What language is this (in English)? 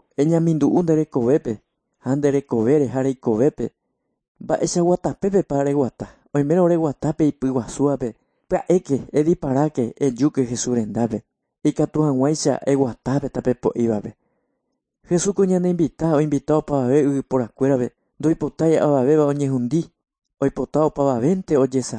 Guarani